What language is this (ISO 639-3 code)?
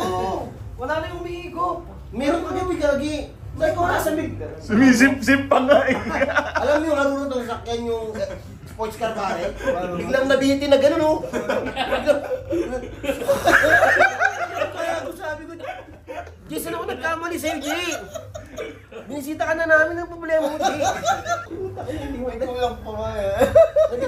fil